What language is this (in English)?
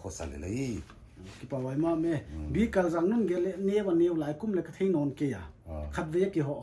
Paite Chin